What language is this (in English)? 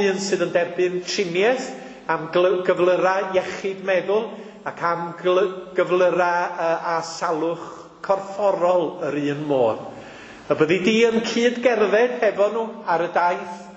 Welsh